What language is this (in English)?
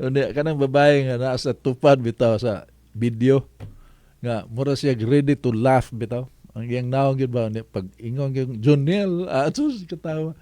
Cebuano